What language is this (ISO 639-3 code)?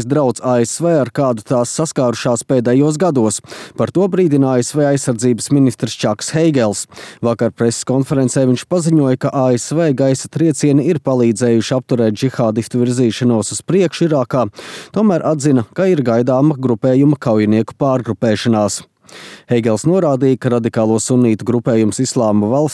lav